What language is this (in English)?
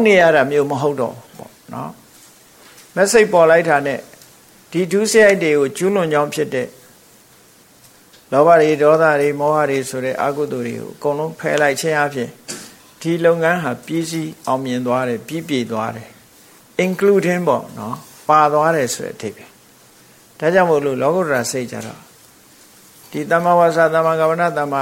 Burmese